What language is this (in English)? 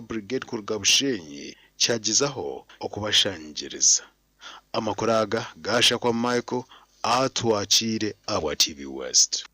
Nyankole